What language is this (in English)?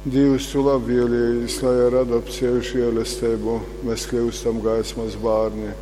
Latgalian